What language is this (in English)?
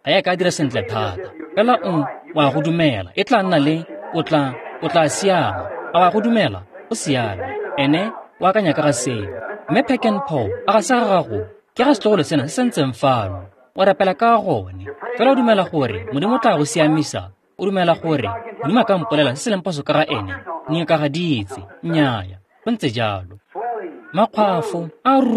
Tswana